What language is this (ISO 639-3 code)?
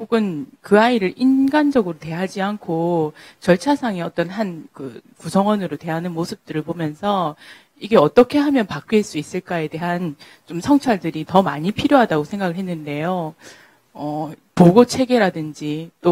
kor